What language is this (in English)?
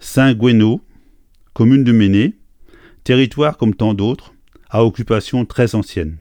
Breton